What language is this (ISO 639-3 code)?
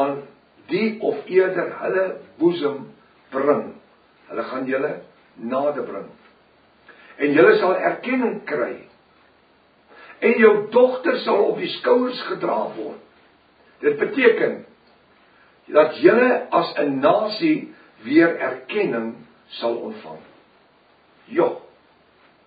afr